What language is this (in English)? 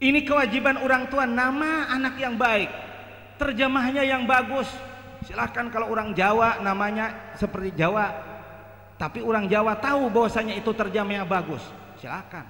Banjar